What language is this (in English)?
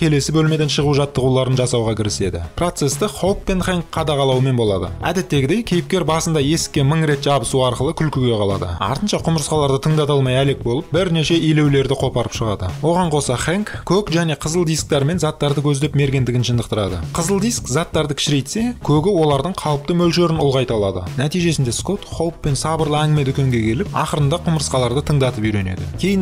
Kazakh